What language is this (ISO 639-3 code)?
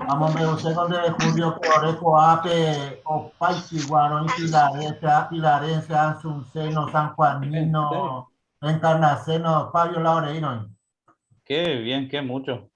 grn